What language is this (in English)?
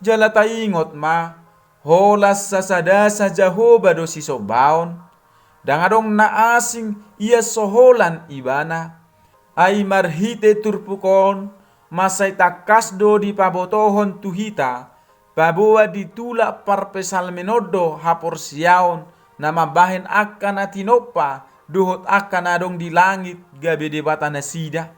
Batak Toba